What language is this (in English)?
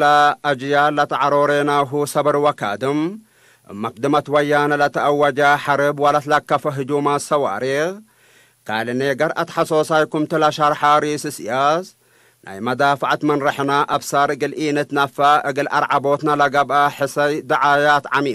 Tigre